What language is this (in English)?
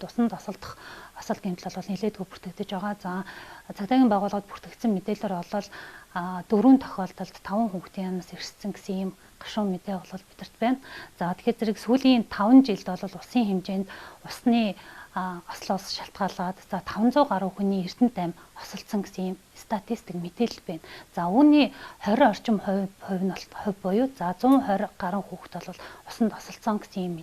Mongolian